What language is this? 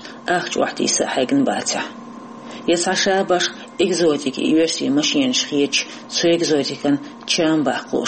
Chechen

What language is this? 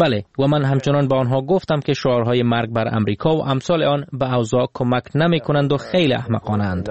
Persian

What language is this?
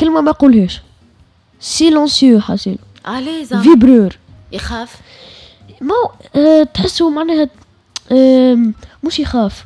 Tunisian Arabic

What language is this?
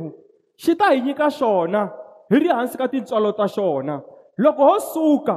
Tsonga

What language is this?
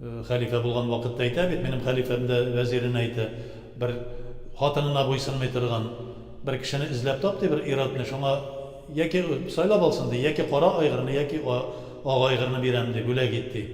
Tatar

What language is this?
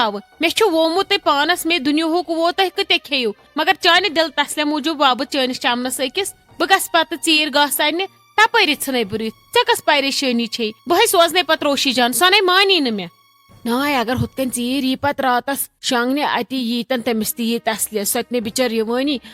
Kashmiri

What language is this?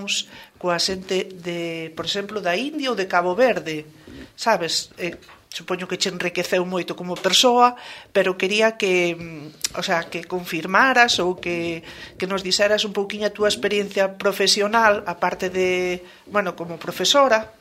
Galician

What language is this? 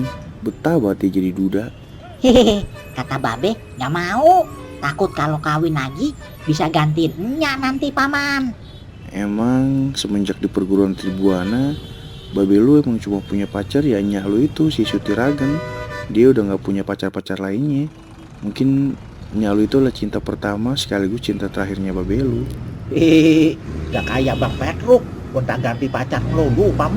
Betawi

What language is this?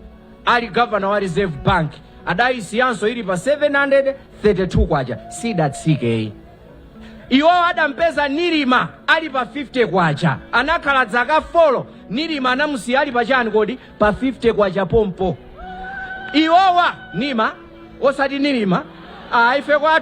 Nyanja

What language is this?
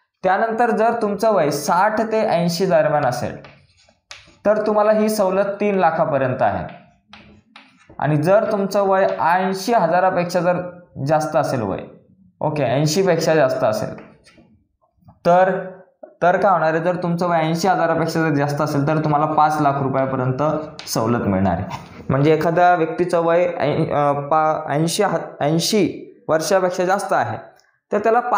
Marathi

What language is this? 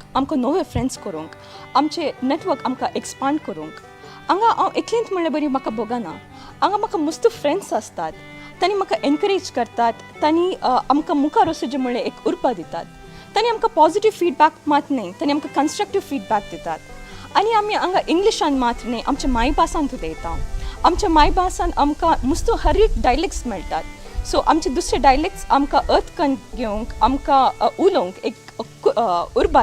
Konkani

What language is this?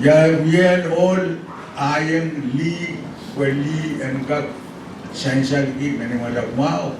Pohnpeian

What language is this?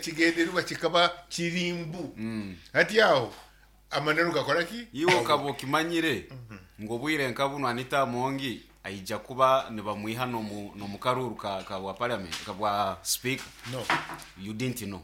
Nyankole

